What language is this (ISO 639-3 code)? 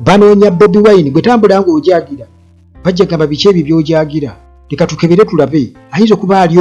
lug